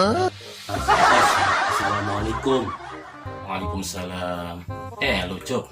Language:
Betawi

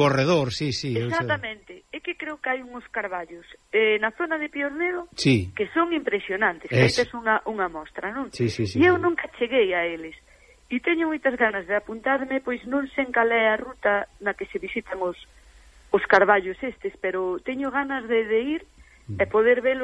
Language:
Galician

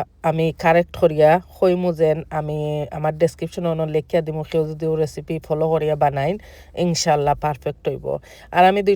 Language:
Sylheti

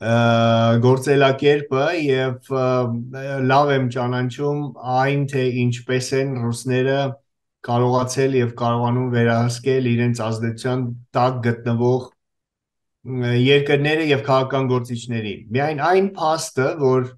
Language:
Armenian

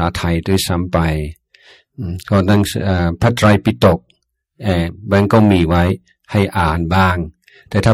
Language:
Thai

